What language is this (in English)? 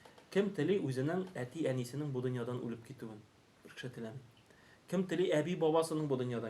Tatar